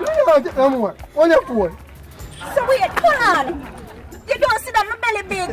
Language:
Jamaican Creole English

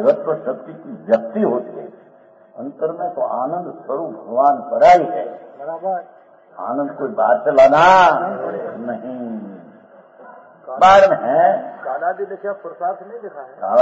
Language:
Hindi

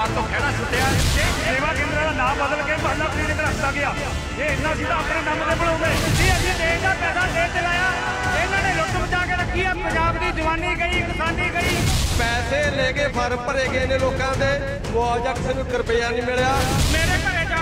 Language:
Punjabi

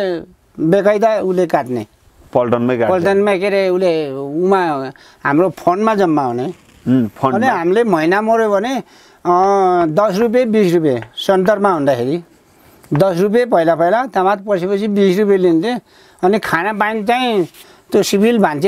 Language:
Nepali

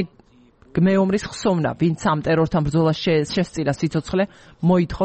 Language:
Georgian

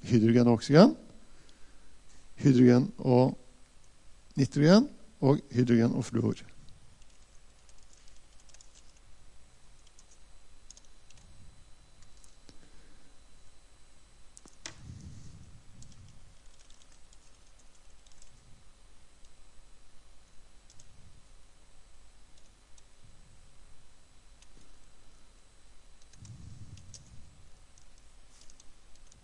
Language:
Norwegian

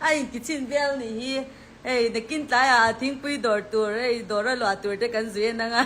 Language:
Mizo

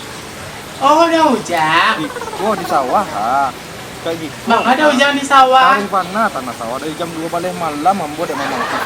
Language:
Minangkabau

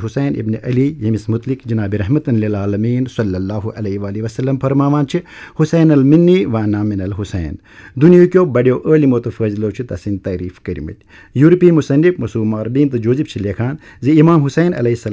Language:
Kashmiri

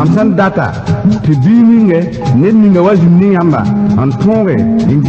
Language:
Mossi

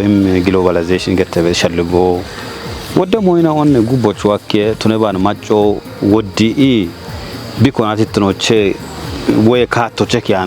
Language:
Kafa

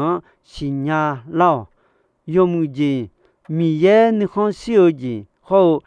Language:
Akha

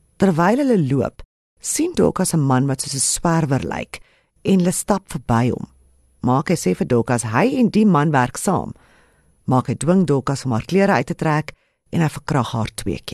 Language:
Afrikaans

